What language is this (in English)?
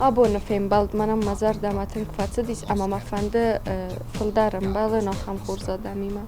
Ossetic